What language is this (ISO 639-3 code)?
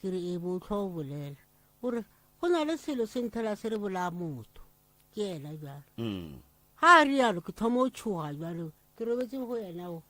nso